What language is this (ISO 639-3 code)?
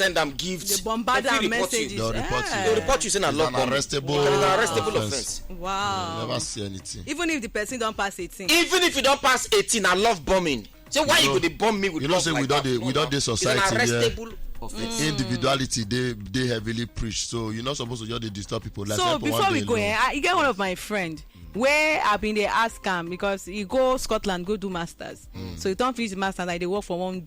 pcm